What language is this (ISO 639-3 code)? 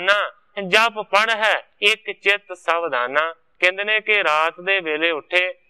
pan